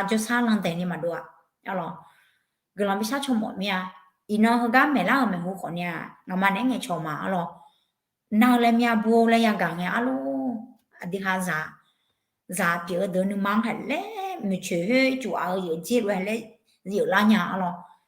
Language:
Akha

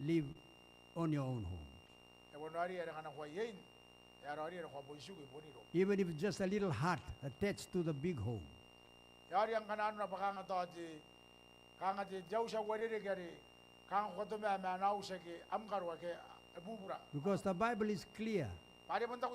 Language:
Gilbertese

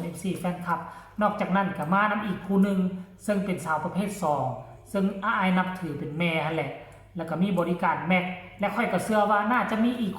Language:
Lao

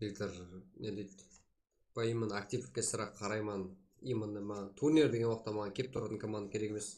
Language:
Kara-Kalpak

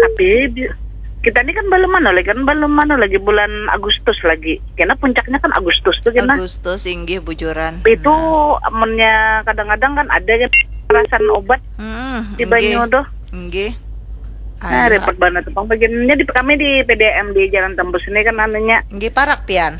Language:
Banjar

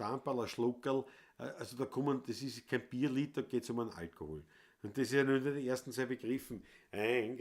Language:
Bavarian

